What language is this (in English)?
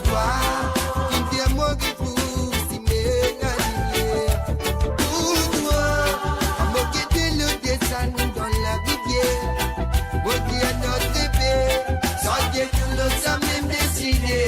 Morisyen